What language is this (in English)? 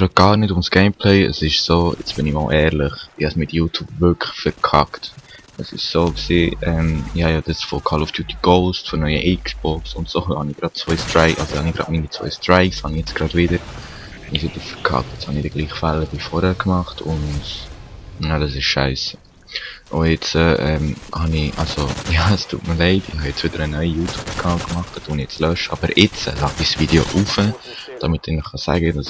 Swiss German